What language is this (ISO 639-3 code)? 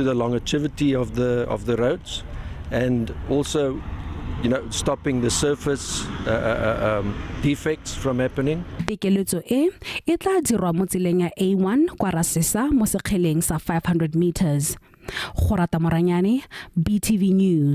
tsn